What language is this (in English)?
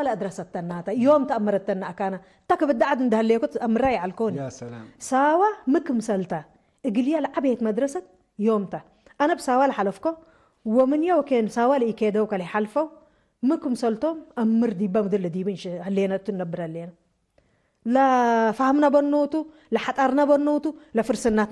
Tigre